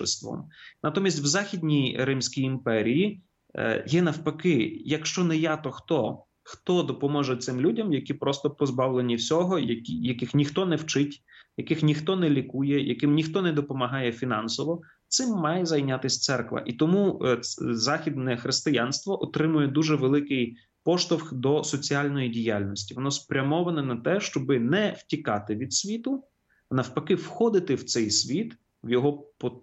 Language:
Ukrainian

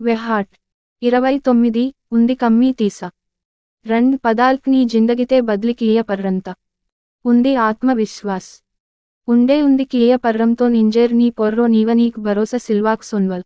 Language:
Gondi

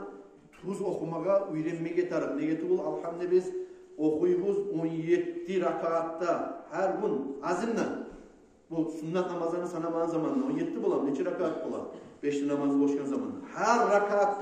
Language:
Kumyk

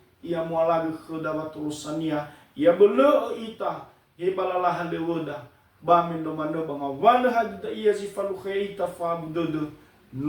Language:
Nias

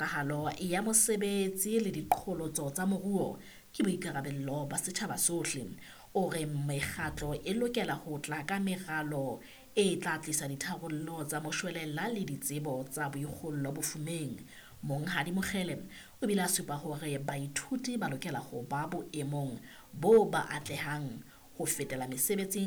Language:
Southern Sotho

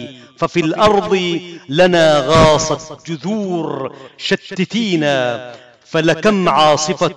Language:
Arabic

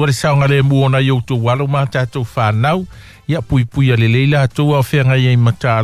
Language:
Samoan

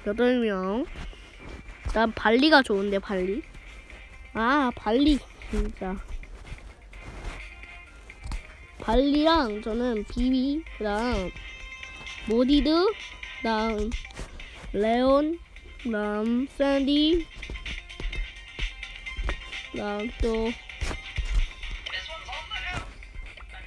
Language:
Korean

